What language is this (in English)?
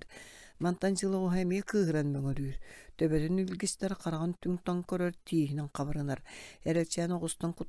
Yakut